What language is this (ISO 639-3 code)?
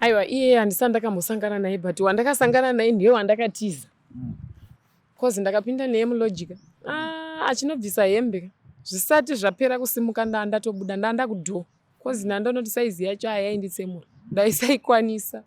sna